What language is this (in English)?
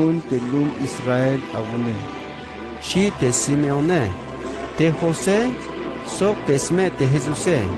Tzeltal